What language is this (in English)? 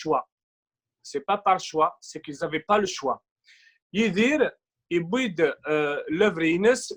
Kabyle